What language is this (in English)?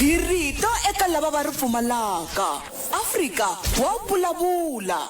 Tsonga